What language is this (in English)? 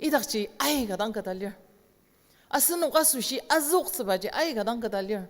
Ao Naga